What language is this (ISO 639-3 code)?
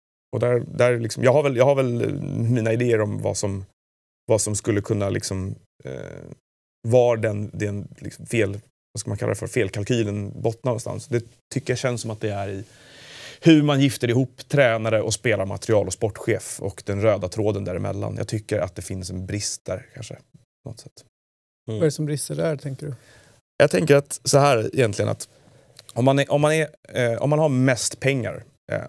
swe